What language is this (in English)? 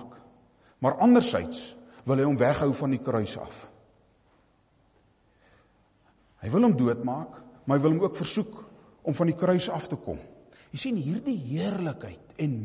Afrikaans